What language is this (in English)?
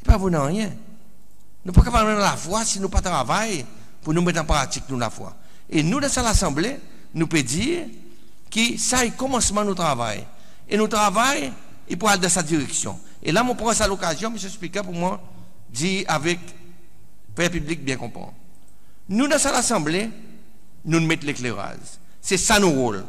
Seselwa Creole French